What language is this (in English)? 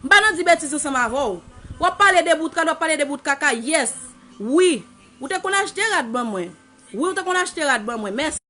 Haitian Creole